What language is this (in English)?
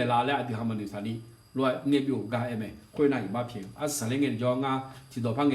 Akha